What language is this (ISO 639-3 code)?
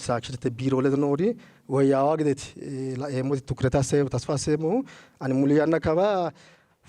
sid